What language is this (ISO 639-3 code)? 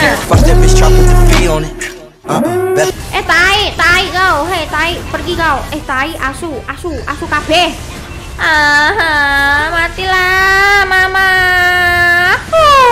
ind